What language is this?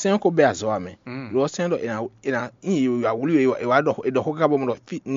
Fon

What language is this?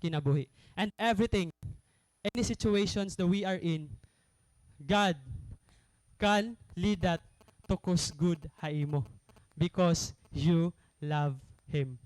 Waray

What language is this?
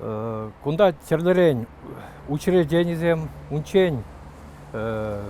Chuvash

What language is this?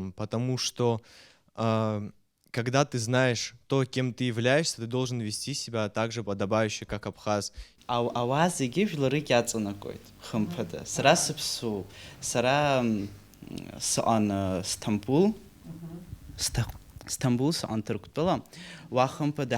Abkhazian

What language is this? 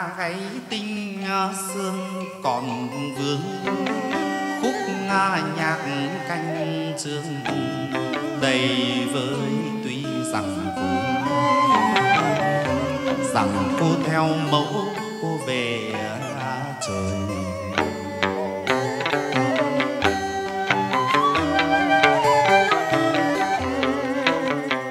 Vietnamese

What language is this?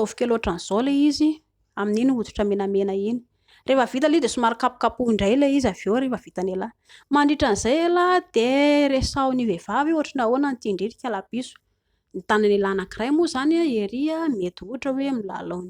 Malagasy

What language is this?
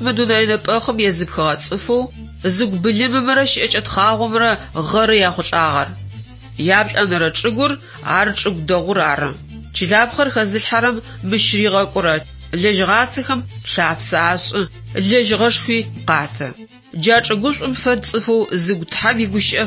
Adyghe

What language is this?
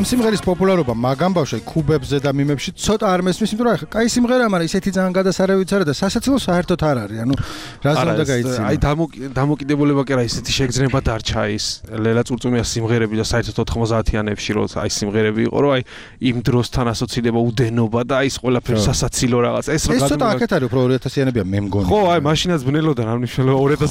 Georgian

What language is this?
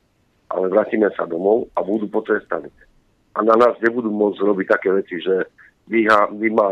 Slovak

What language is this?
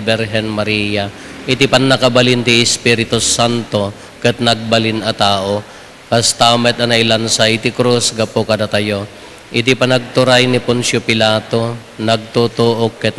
Iloko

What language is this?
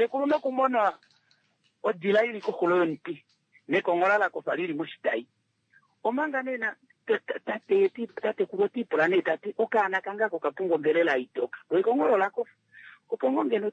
Kuanyama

